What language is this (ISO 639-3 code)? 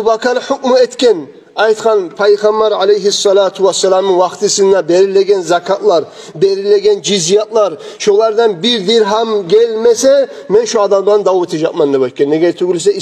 kum